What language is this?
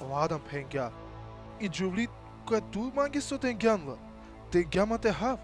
Balkan Romani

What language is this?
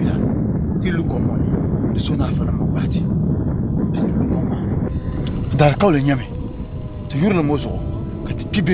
Dagbani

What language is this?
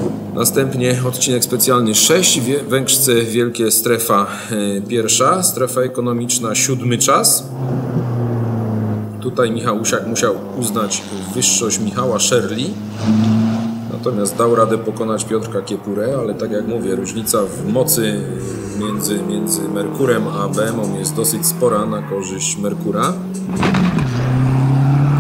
Polish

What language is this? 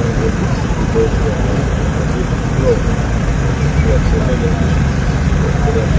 Nyanja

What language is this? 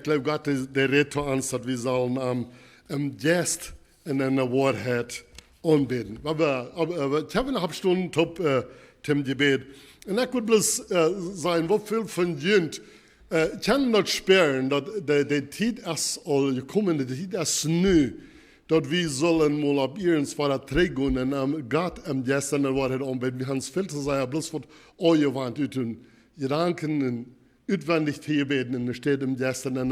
Plautdietsch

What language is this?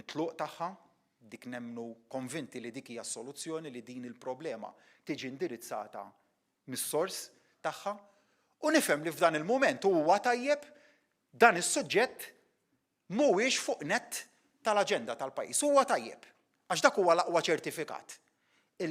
Maltese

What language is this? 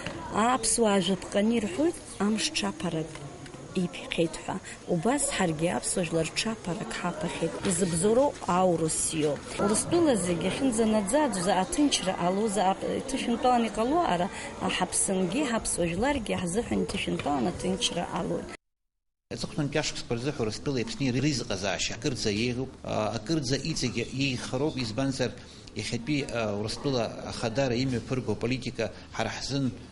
Abkhazian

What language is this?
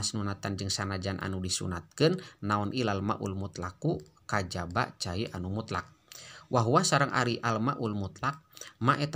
Sundanese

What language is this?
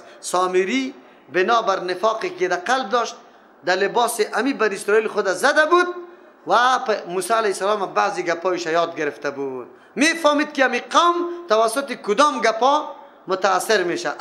Persian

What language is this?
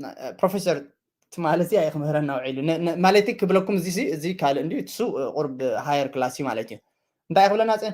Tigrinya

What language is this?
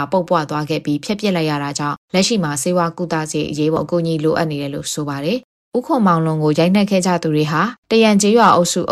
Burmese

